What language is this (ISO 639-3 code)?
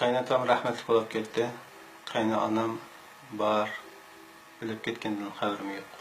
uig